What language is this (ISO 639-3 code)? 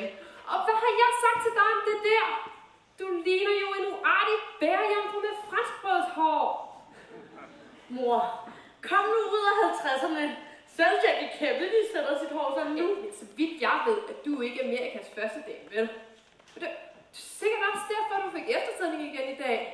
dan